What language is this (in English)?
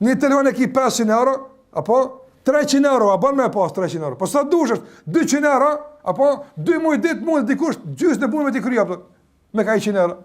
Albanian